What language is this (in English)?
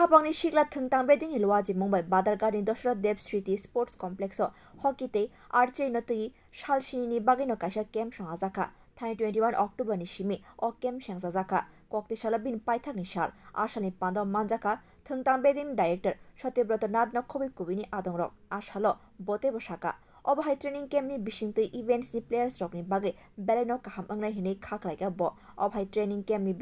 Kok Borok